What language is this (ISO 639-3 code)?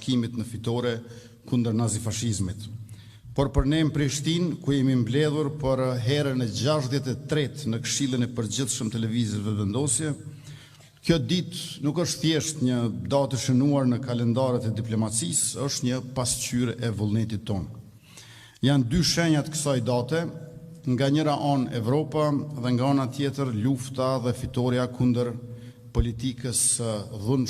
sqi